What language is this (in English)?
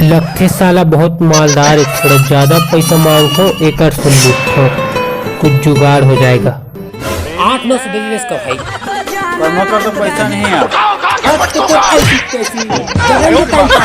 Chhattisgarhi